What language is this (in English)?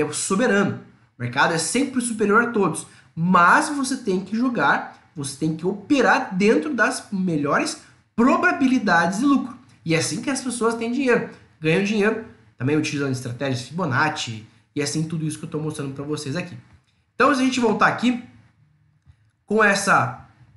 Portuguese